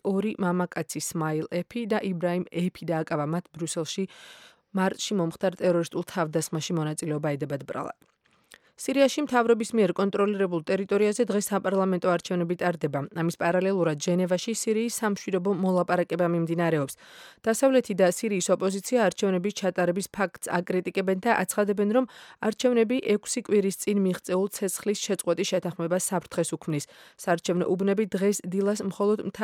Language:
Georgian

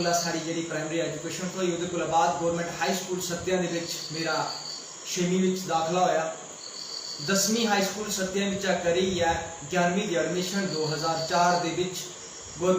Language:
Dogri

